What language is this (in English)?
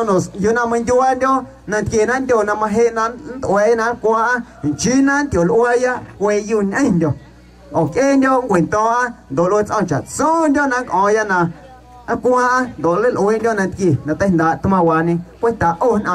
Guerrero Amuzgo